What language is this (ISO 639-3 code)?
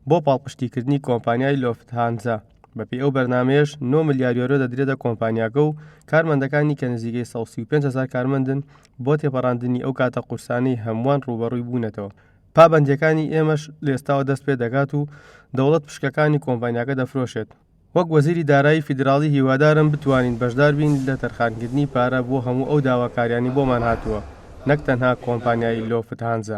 ckb